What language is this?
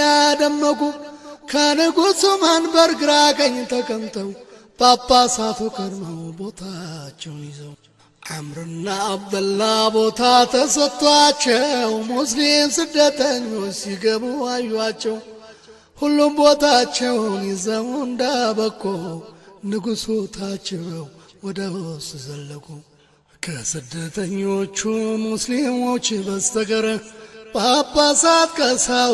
Amharic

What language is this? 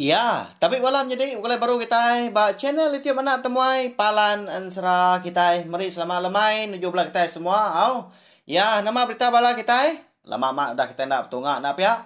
Iban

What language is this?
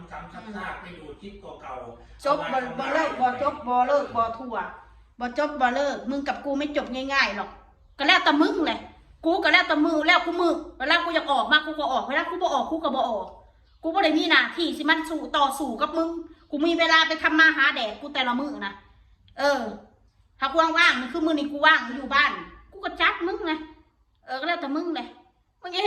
Northeastern Thai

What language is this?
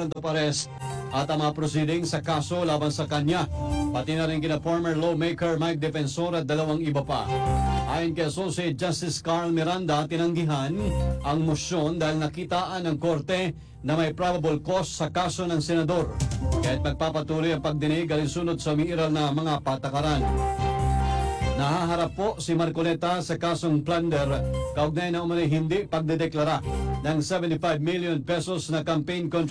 Filipino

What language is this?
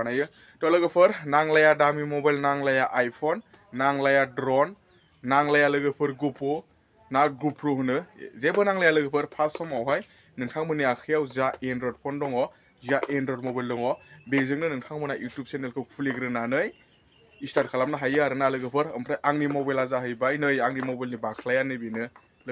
Bodo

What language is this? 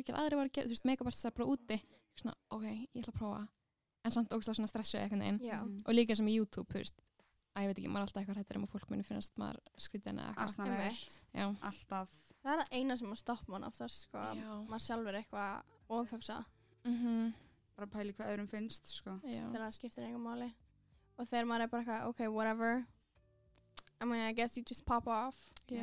Icelandic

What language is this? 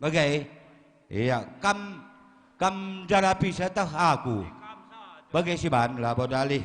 Batak Karo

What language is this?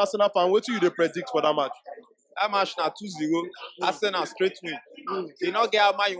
Nigerian Pidgin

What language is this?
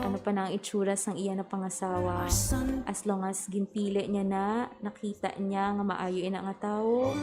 Hiligaynon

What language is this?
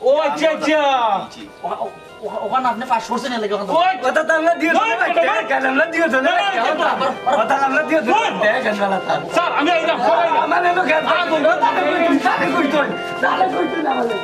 Sylheti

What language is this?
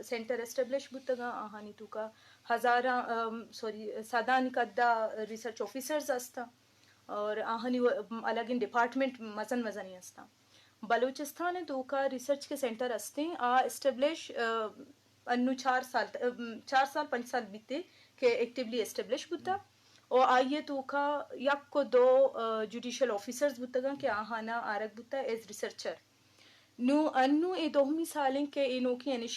Eastern Balochi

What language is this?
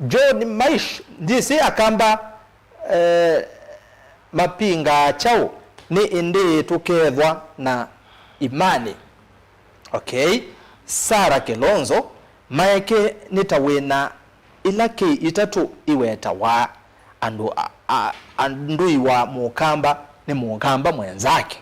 Kamba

